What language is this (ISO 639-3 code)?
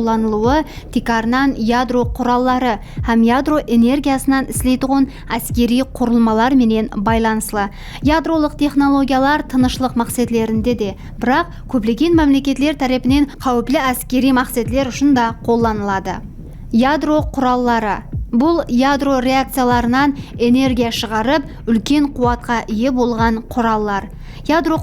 kaa